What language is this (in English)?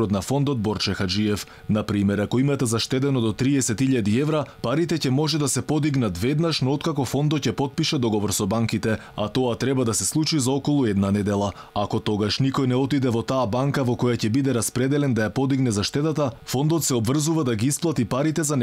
Macedonian